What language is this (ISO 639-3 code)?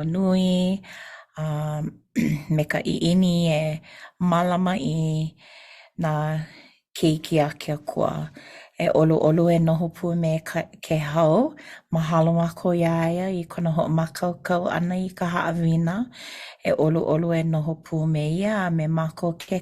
haw